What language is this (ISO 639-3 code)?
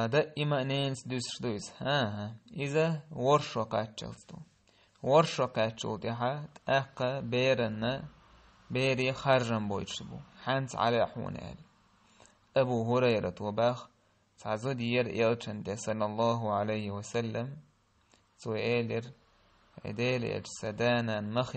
che